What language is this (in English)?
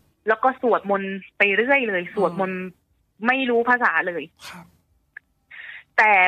Thai